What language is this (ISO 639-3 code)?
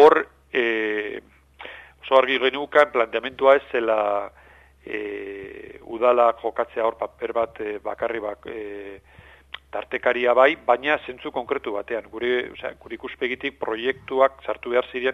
eus